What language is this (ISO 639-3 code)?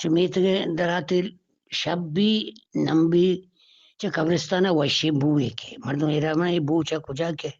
bgp